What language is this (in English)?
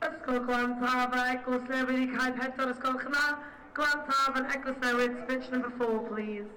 Welsh